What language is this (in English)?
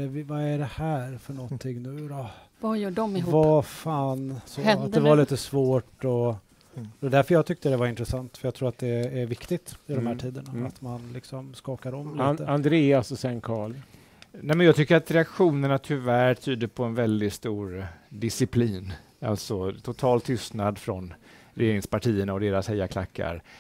Swedish